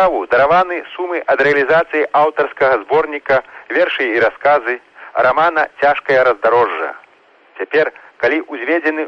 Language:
Belarusian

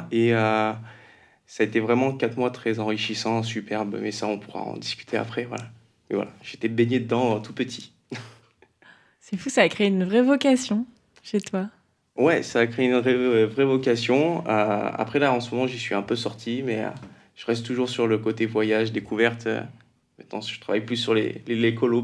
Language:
French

